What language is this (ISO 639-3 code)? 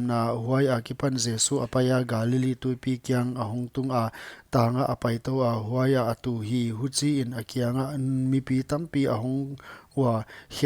pck